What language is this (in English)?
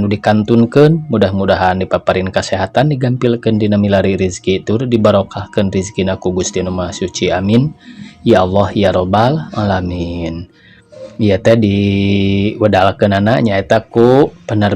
Sundanese